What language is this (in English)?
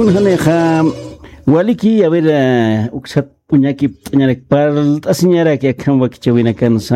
Aymara